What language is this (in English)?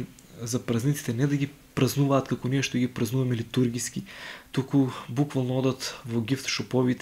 Macedonian